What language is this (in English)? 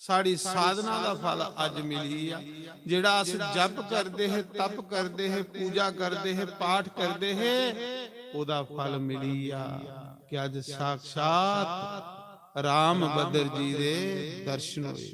Dogri